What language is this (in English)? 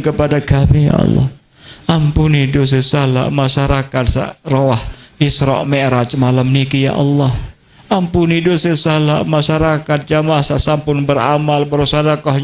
Sasak